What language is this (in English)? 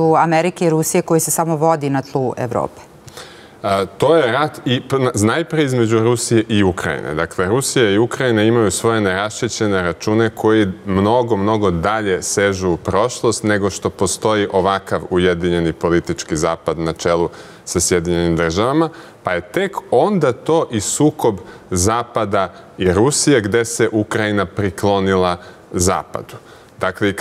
Serbian